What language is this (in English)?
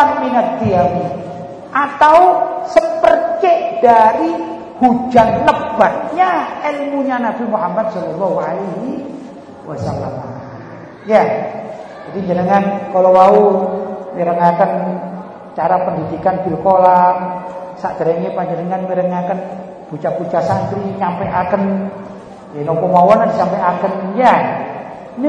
Javanese